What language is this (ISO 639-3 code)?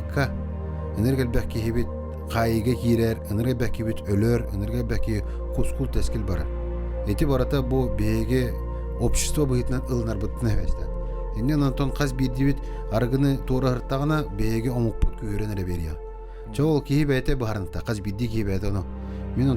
sah